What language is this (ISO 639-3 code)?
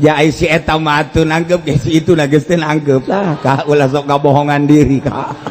sun